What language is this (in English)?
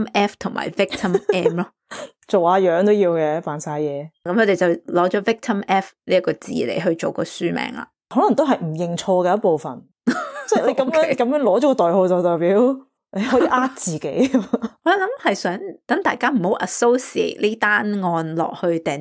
Cantonese